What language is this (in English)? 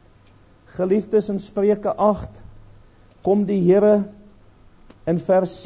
Afrikaans